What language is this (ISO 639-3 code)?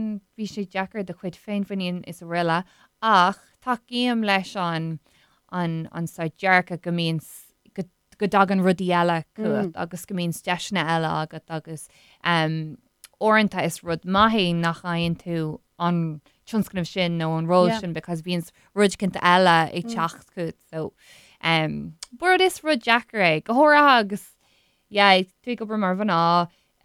gle